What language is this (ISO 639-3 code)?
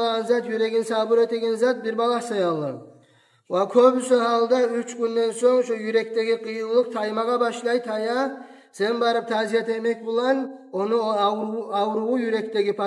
kum